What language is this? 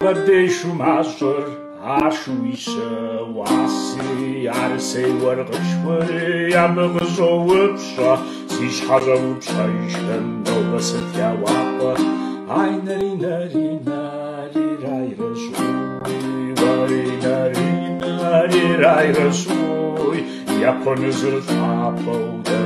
Kabardian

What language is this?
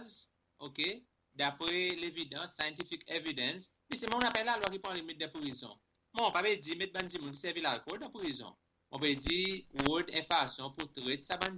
Seselwa Creole French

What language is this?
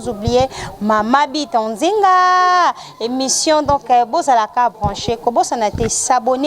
Lingala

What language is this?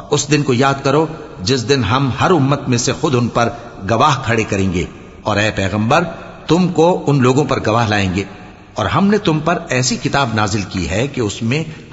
Urdu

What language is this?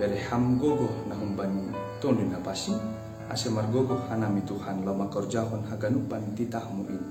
Batak Simalungun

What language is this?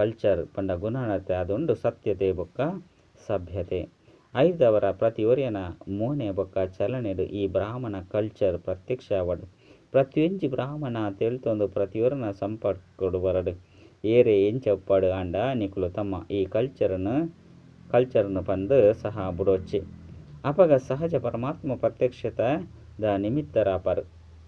Tulu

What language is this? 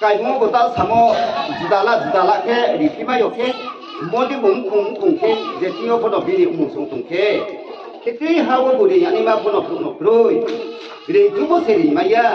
Riang (India)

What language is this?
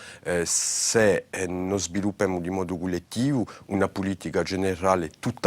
Corsican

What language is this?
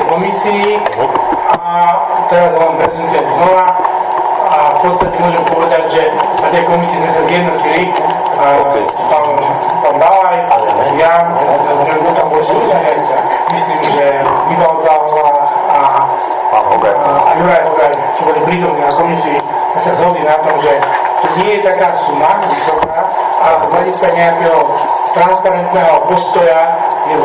Slovak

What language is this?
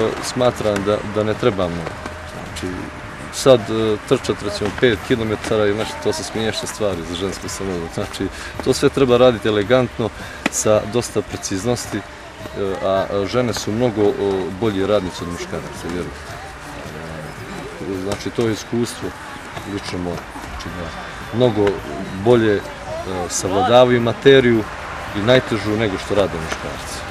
Serbian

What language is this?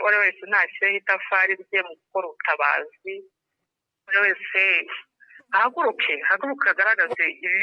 Kinyarwanda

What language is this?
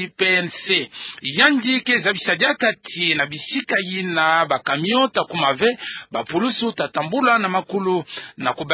Kituba (Democratic Republic of Congo)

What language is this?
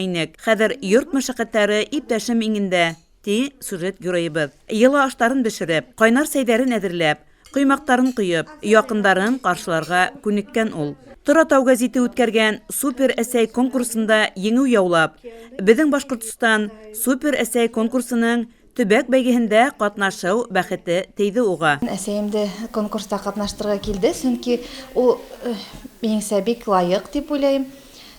Bashkir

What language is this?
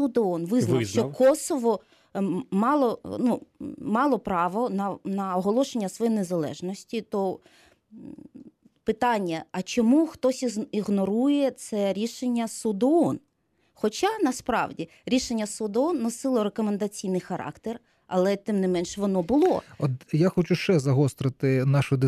Ukrainian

